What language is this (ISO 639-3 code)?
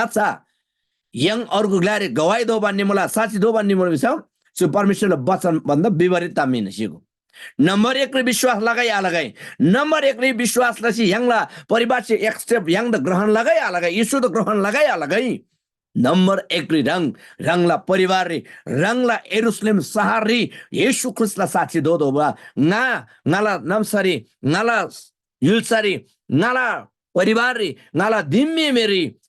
taj